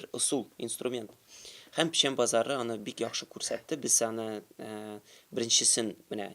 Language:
Tatar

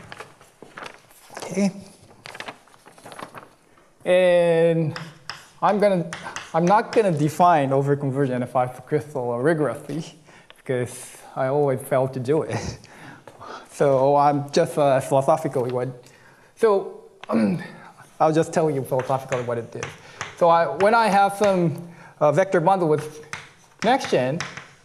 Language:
English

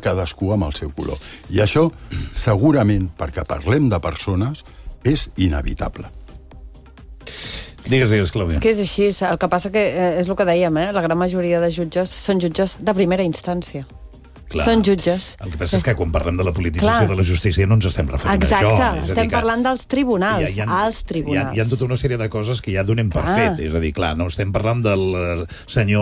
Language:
Catalan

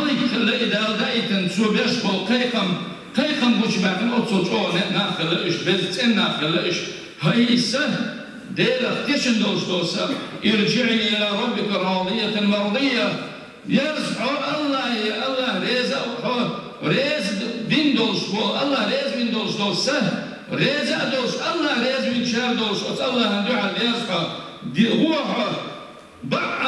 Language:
Chechen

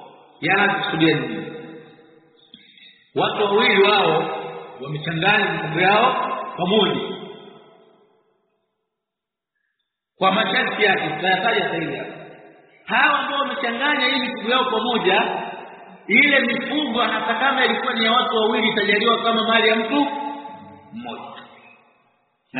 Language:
Swahili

